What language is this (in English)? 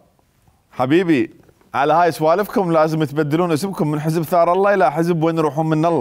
Mesopotamian Arabic